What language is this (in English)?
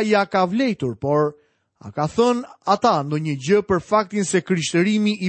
Albanian